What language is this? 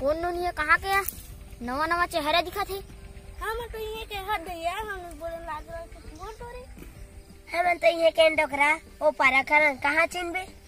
Chhattisgarhi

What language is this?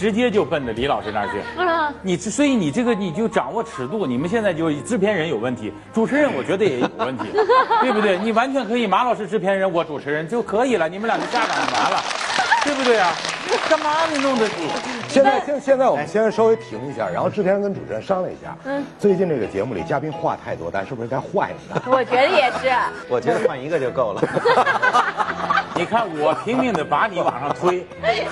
Chinese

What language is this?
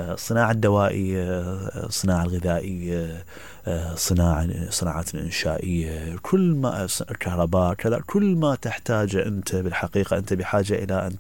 Mesopotamian Arabic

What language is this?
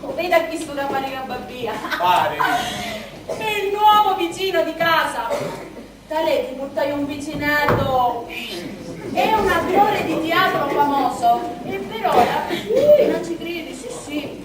Sicilian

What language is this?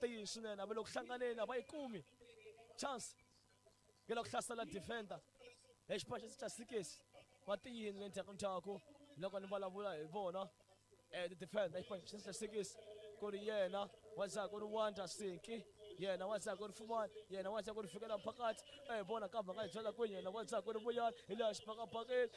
Tsonga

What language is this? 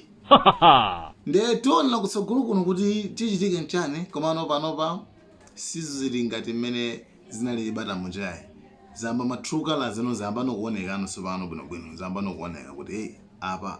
Nyanja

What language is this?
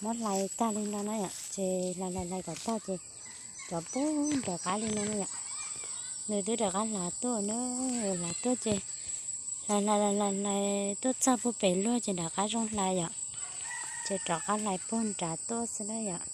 Hmong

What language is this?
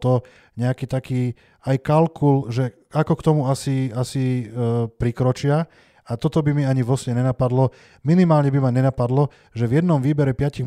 Slovak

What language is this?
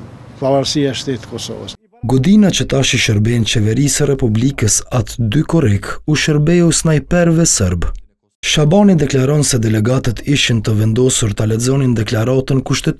Albanian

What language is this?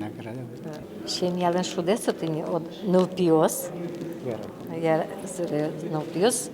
Udmurt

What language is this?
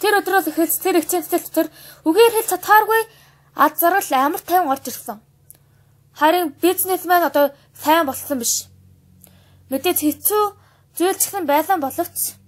Mongolian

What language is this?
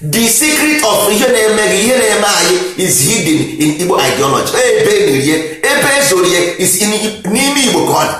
Igbo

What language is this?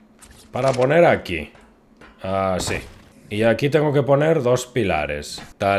Spanish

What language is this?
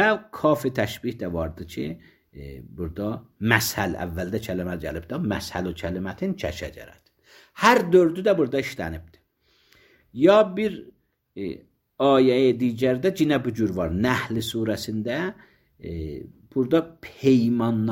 Azerbaijani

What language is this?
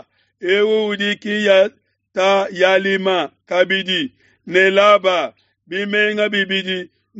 Luba-Lulua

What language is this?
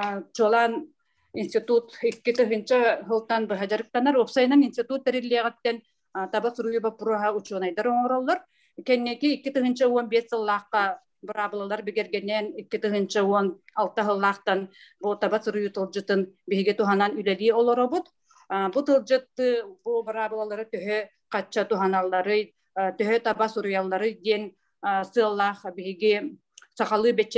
Yakut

